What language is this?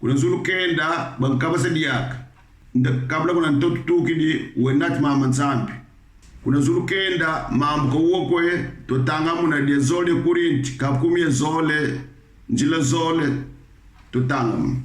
Kongo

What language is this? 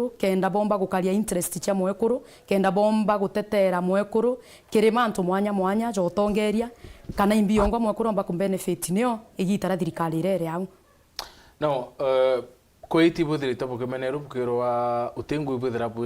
Meru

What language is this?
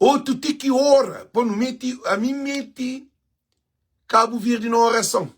Kabuverdianu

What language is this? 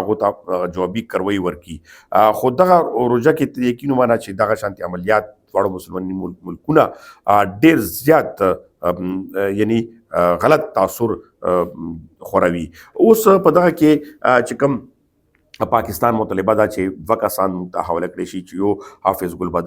Pashto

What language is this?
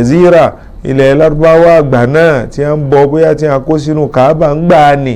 Yoruba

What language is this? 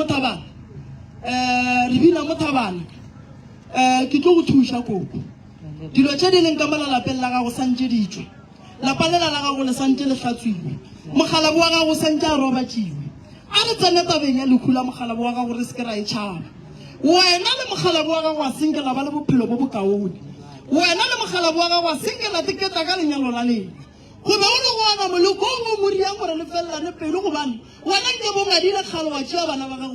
Northern Sotho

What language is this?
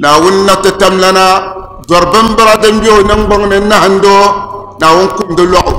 Dagbani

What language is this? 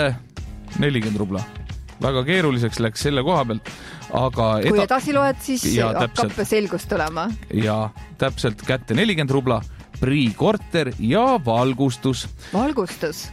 Estonian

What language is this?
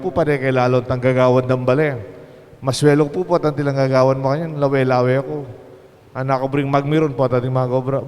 Pampanga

